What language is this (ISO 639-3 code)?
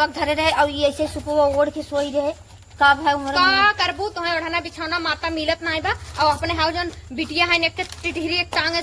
awa